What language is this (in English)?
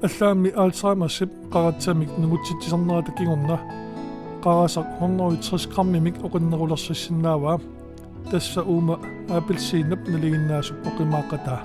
Kalaallisut